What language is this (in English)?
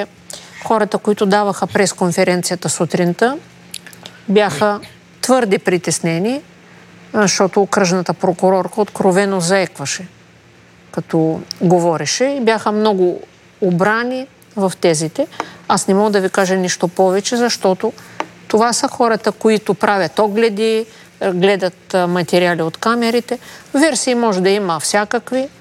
Bulgarian